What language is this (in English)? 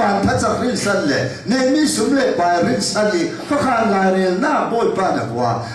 Falam Chin